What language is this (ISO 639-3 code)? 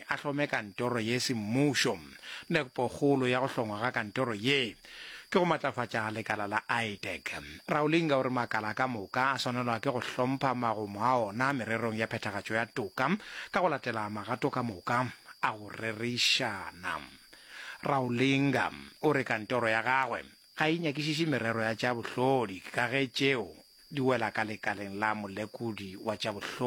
nso